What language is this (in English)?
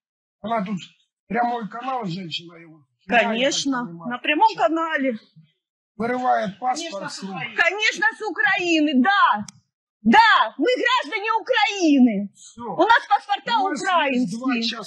Russian